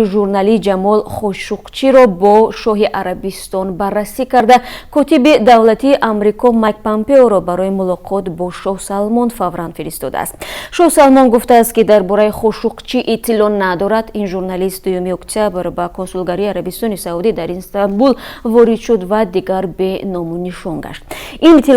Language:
Tajik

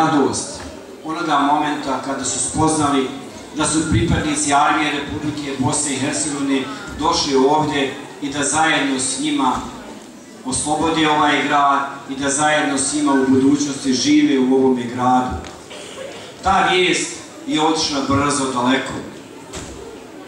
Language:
Bosnian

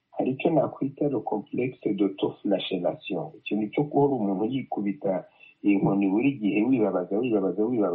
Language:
Kinyarwanda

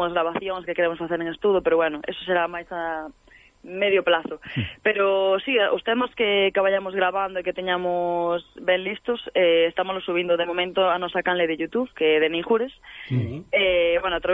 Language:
Galician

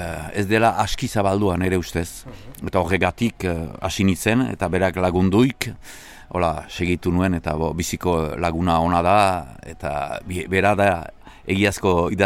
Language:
Basque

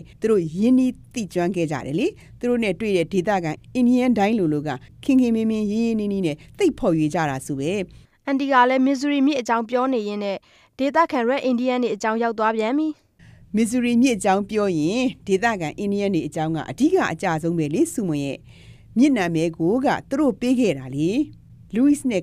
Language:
Burmese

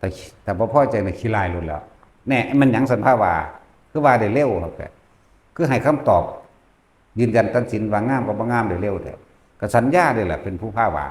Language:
Northeastern Thai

